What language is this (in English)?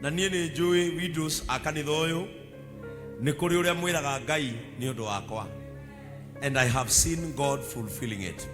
Kikuyu